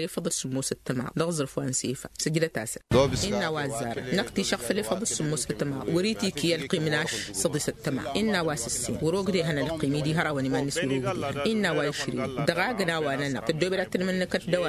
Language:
Tamasheq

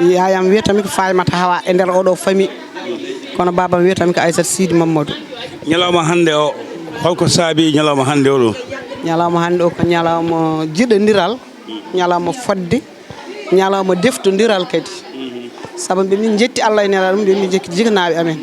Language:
Fula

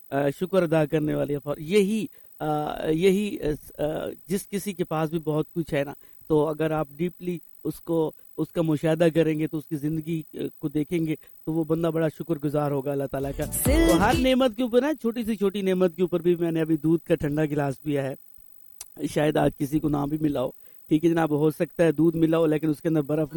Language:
Urdu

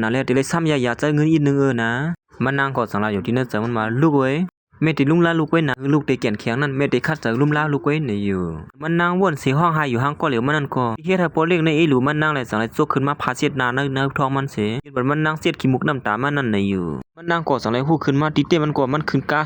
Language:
Shan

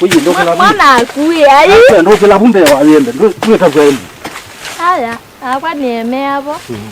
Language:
Kamba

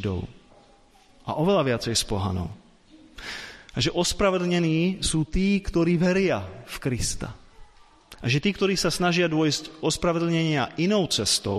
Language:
Slovak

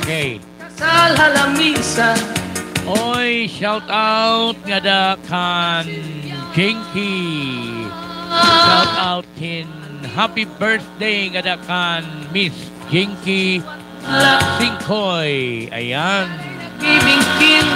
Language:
Waray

